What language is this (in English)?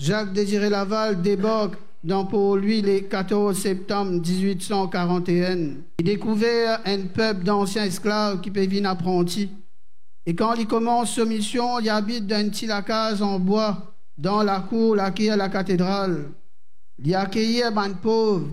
Morisyen